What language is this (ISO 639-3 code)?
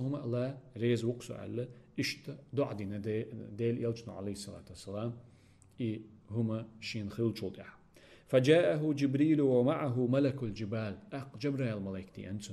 che